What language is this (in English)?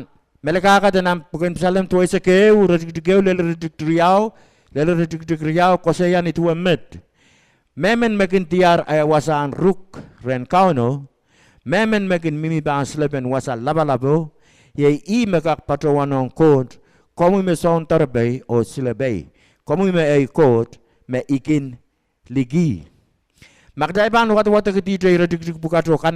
Pohnpeian